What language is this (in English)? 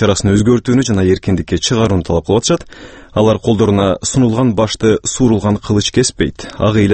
Kyrgyz